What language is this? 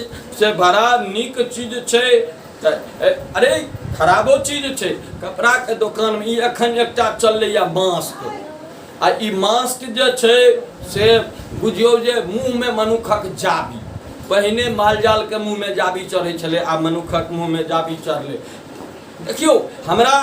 Maithili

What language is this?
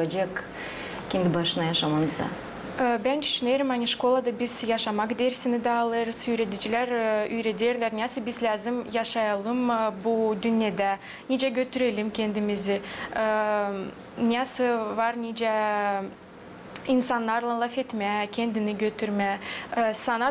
Gagauz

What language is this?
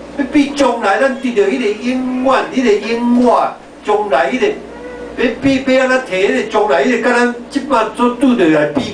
Min Nan Chinese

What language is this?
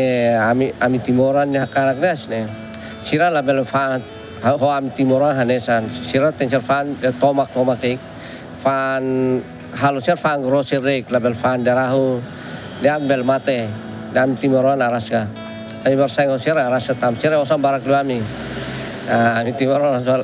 Tetum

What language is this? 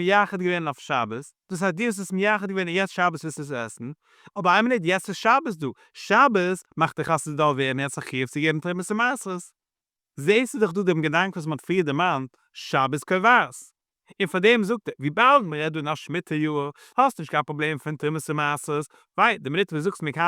Yiddish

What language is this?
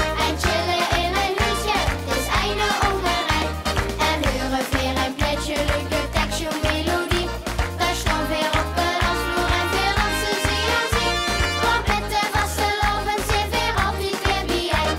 Limburgish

